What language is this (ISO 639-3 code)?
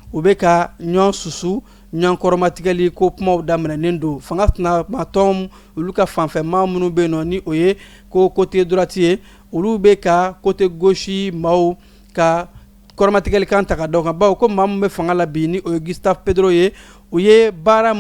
bam